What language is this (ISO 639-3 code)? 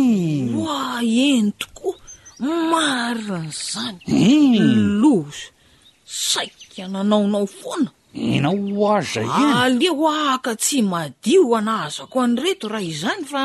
mlg